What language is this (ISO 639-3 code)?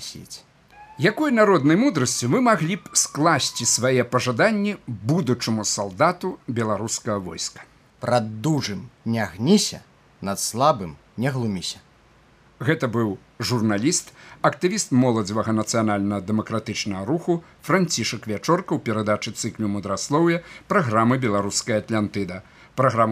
bel